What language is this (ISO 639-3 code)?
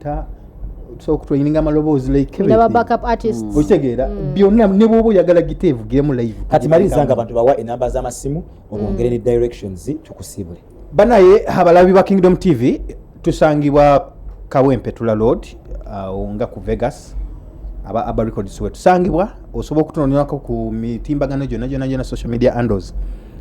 lug